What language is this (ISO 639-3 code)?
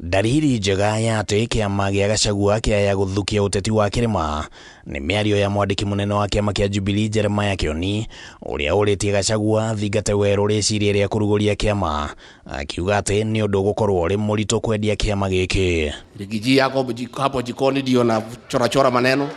kik